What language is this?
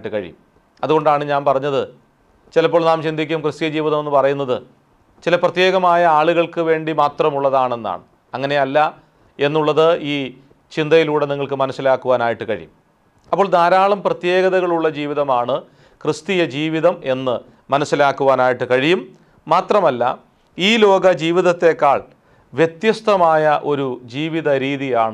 Malayalam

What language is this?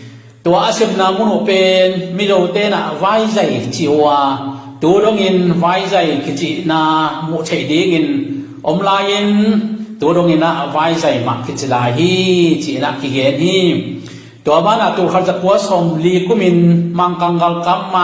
Tedim Chin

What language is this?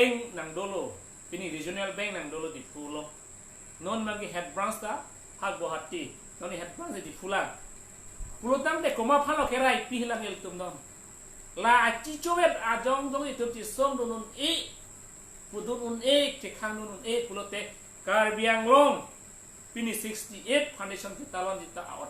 Karbi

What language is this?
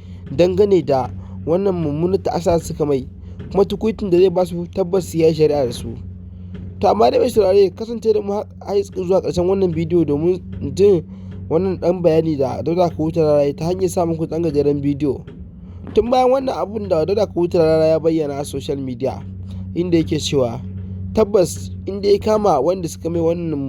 Hausa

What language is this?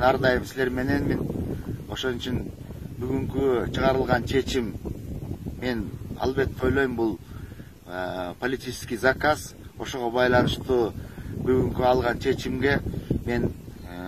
Kyrgyz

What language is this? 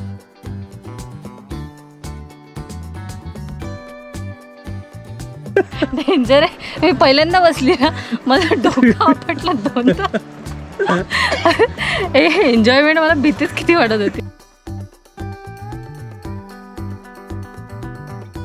Marathi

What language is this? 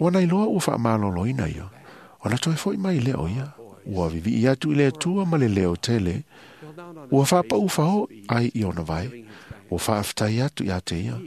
Samoan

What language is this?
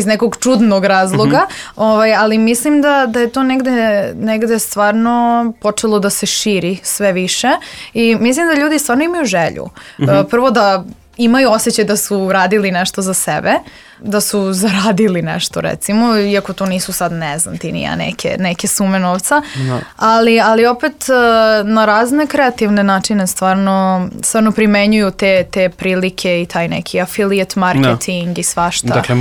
Serbian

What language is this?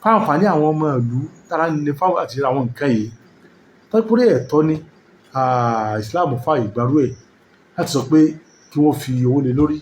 Yoruba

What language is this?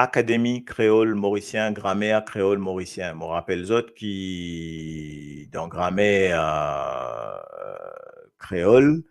Morisyen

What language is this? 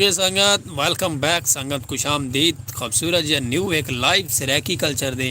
Saraiki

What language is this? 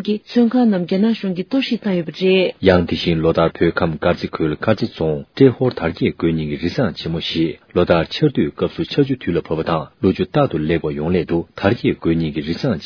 Tibetan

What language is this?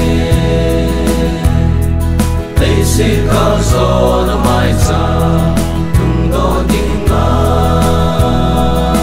Vietnamese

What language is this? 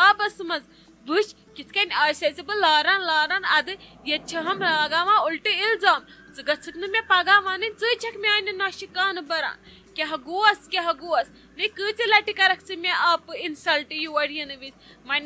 Kashmiri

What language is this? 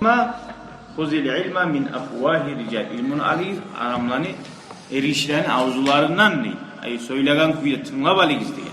Kumyk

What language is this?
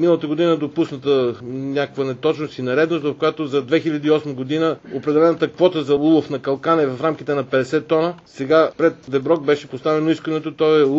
Bulgarian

